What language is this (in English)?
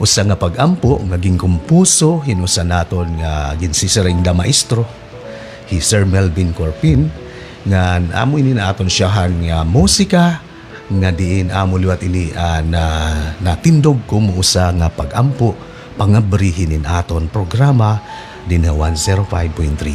Waray